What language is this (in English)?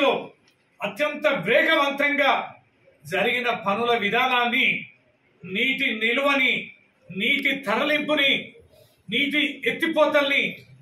Telugu